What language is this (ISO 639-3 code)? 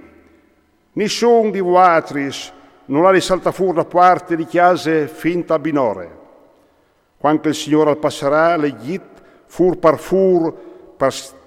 fur